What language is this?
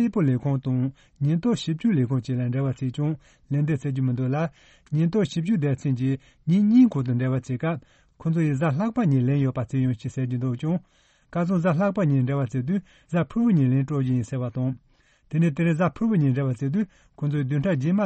Tibetan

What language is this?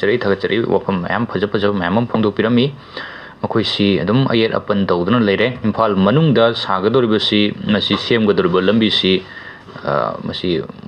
Manipuri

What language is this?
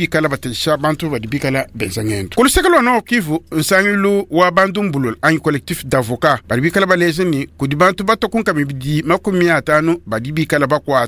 Luba-Lulua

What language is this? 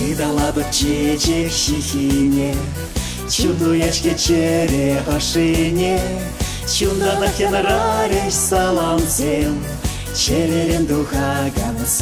Chuvash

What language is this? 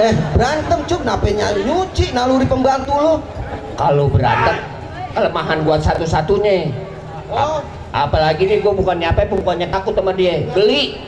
Betawi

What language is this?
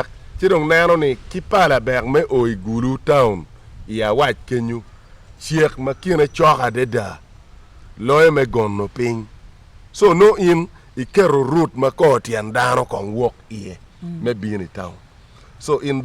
Acoli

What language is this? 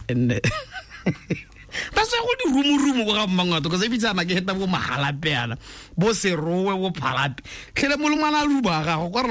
Tswana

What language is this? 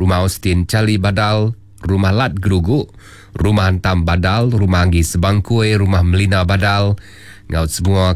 Iban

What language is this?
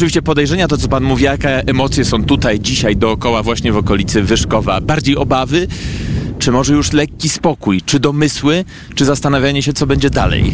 Polish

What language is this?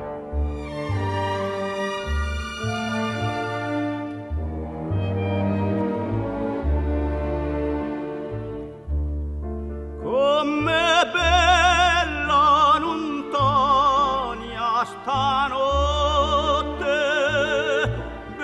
Italian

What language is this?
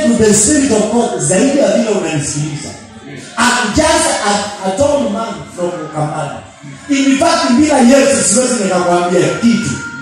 Swahili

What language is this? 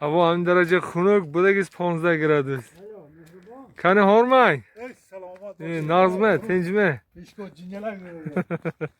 Tajik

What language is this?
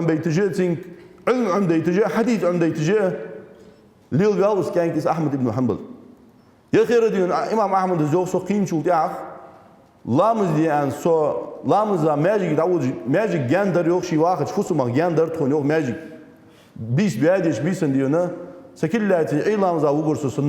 Ingush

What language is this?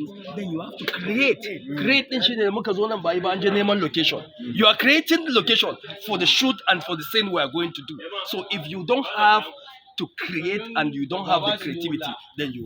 Hausa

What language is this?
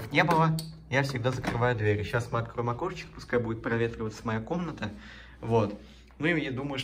Russian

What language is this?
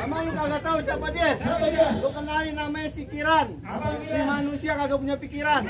Betawi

